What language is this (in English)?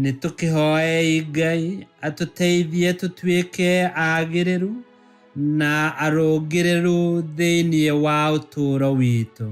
Kikuyu